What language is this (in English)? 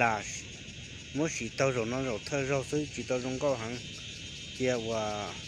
Hmong